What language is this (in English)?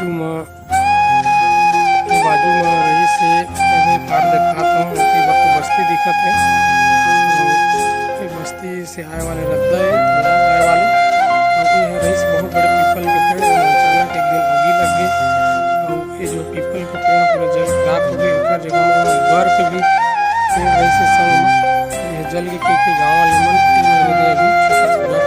Chhattisgarhi